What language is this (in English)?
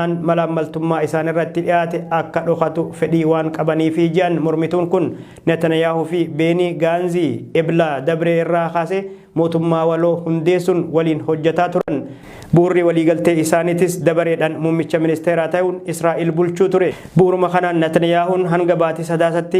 Oromo